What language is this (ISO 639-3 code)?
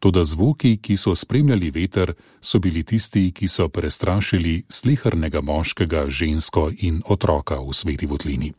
slv